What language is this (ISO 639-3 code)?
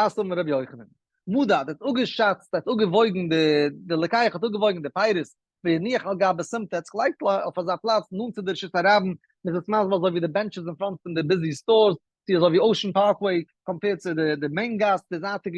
yid